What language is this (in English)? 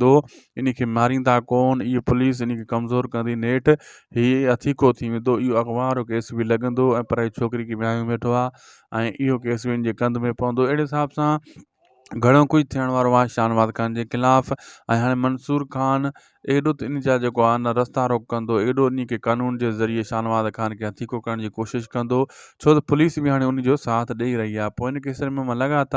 Sindhi